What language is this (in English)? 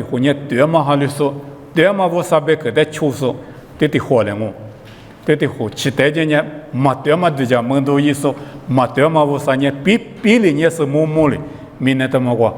Lisu